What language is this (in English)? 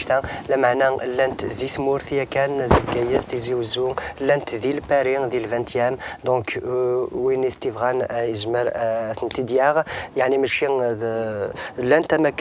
Kabyle